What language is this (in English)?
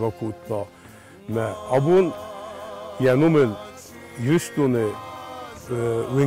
Ossetic